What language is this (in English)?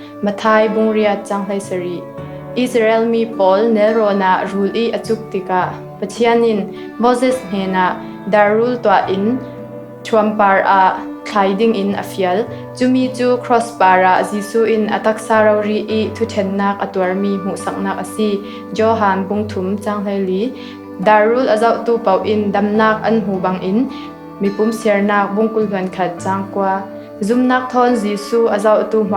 Falam Chin